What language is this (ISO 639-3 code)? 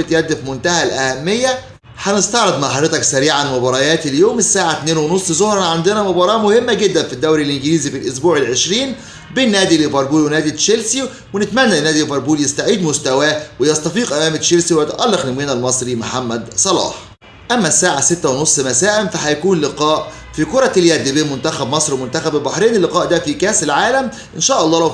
arz